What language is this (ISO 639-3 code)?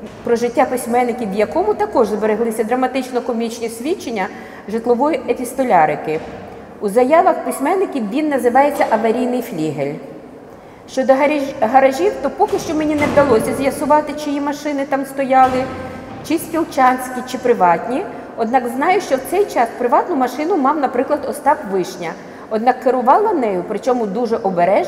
ukr